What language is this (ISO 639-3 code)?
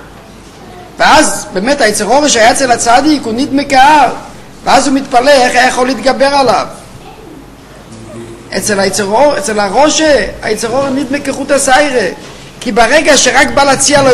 heb